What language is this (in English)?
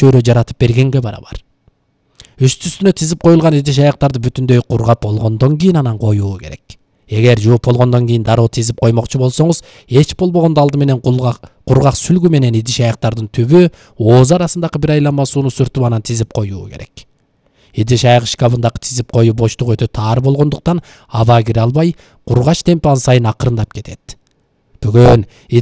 Kyrgyz